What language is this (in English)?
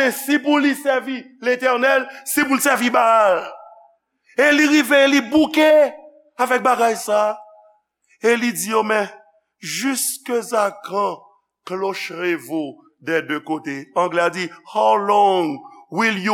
Haitian Creole